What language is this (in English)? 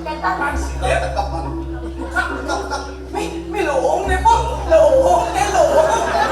Balinese